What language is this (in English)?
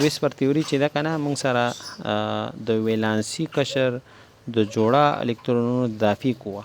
Pashto